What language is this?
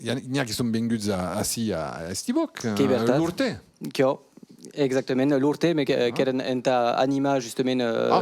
Occitan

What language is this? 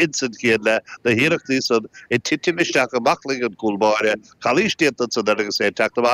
Irish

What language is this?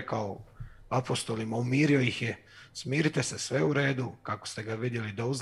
Croatian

